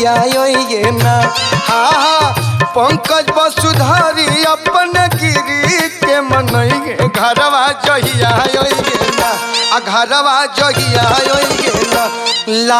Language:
Bhojpuri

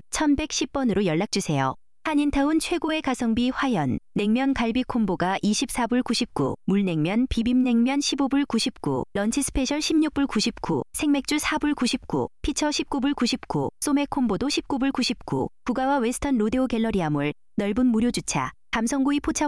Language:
Korean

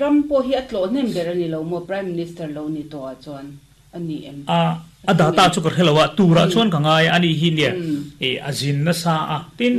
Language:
Mizo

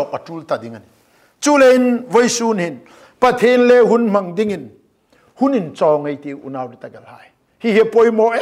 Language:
Hmar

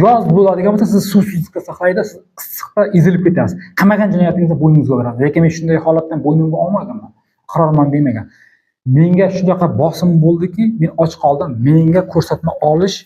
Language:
Uzbek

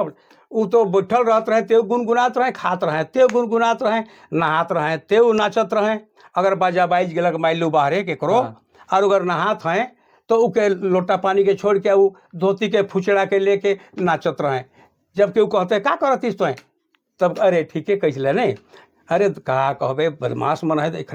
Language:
Sadri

